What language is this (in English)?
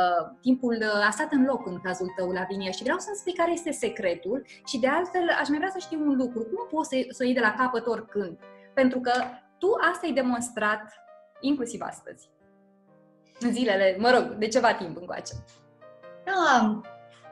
Romanian